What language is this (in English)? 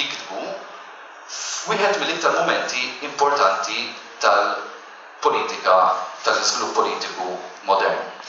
Maltese